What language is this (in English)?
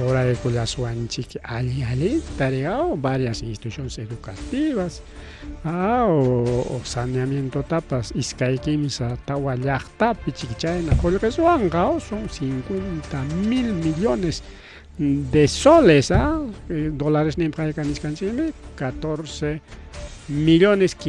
Ayacucho Quechua